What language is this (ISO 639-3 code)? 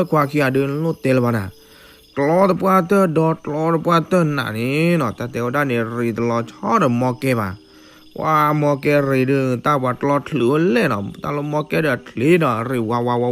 ksw